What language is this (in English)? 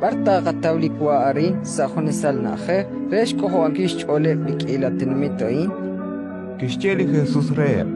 Kekchí